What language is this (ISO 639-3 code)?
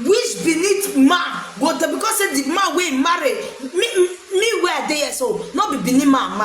pcm